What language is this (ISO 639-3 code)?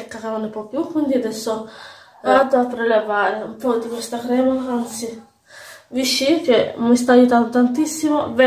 ita